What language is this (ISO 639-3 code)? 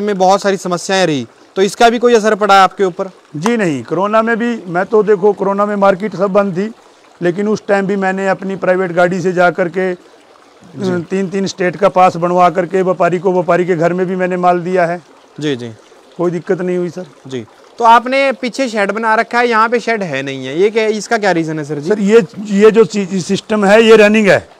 hin